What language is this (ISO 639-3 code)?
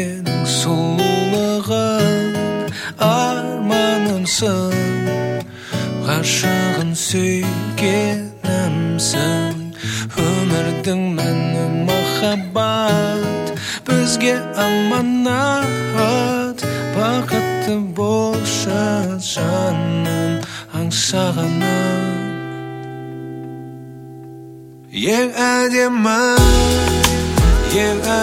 kaz